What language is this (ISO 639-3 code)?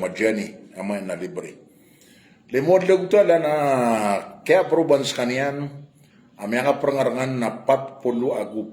mrw